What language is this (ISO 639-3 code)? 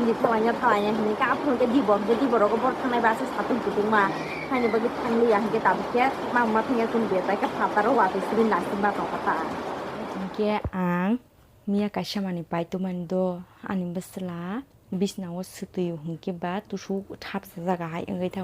trp